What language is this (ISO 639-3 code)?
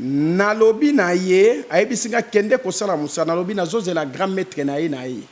lin